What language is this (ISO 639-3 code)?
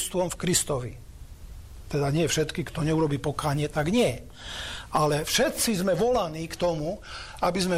slk